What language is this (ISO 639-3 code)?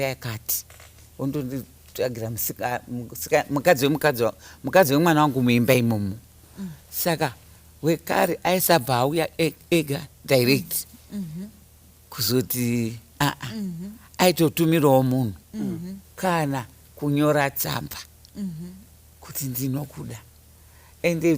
sna